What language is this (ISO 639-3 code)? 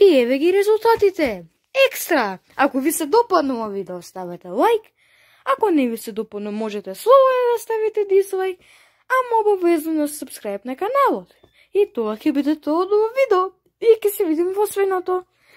mkd